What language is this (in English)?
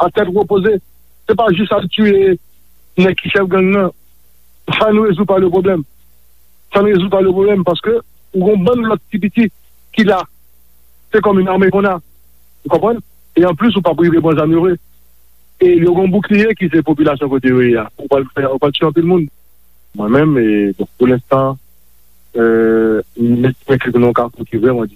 Haitian Creole